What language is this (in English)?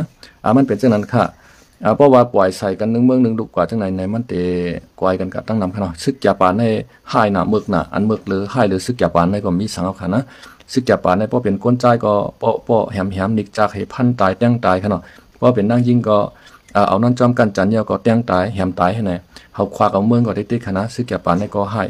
Shan